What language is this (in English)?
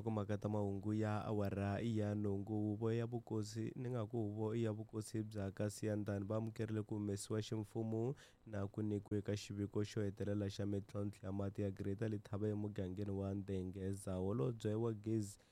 Tsonga